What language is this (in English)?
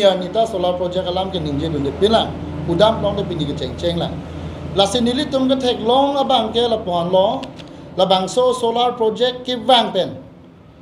Karbi